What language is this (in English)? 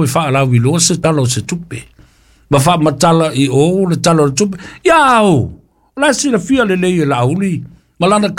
Samoan